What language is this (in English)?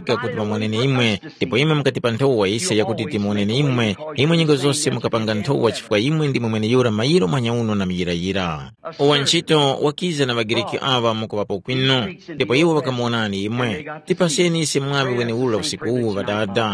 Tumbuka